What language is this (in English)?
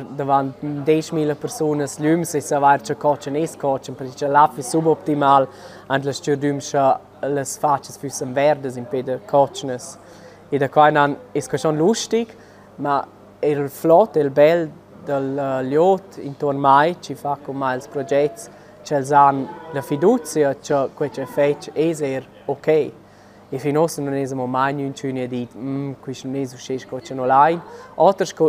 Romansh